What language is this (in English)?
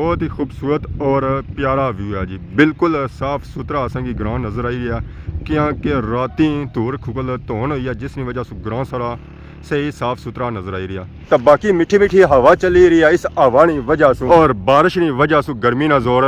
Pahari-Potwari